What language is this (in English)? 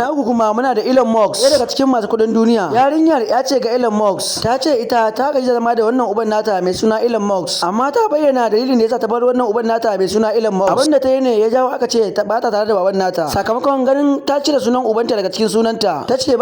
Hausa